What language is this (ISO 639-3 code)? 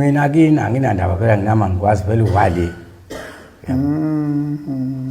zul